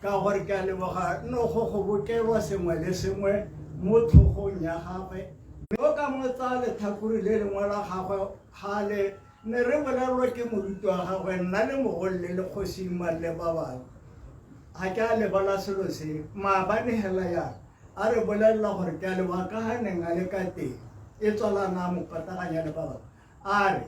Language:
Tswana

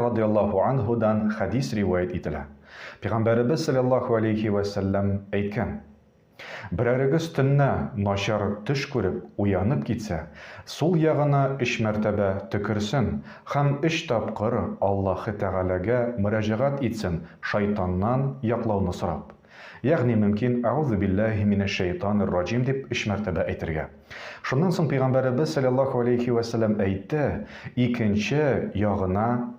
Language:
Tatar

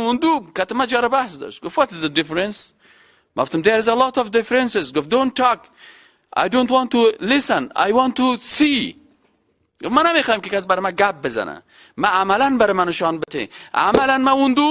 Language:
Persian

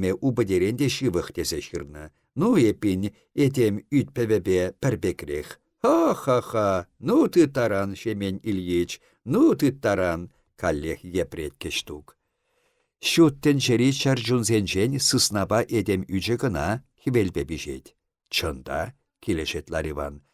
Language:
Chuvash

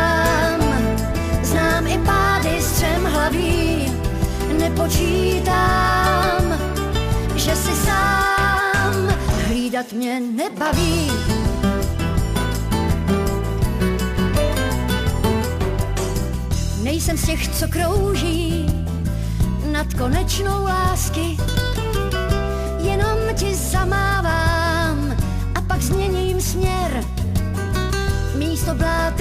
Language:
Czech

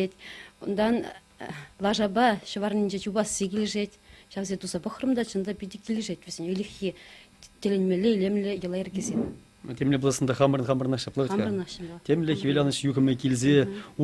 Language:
Chuvash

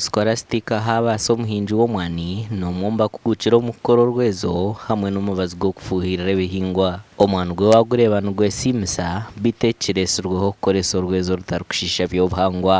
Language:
Nyankole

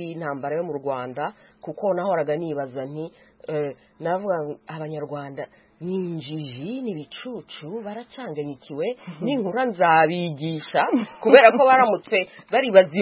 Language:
Kinyarwanda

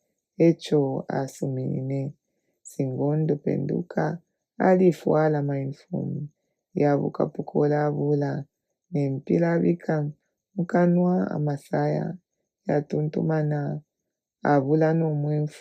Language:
Bemba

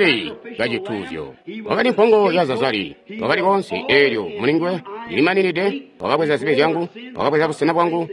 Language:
Tonga (Zambia)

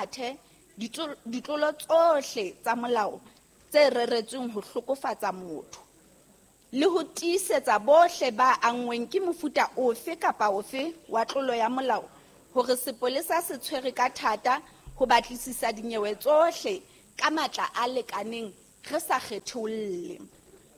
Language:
Southern Sotho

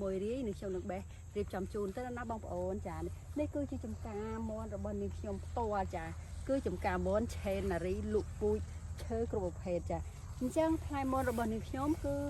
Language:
Khmer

